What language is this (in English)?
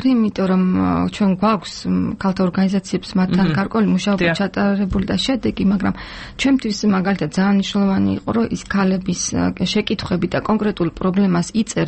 Georgian